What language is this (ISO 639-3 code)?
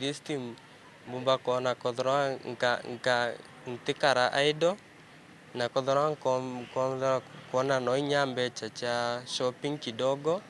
mer